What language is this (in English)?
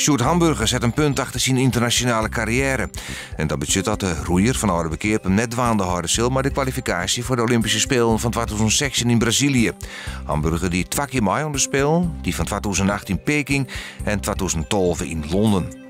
Western Frisian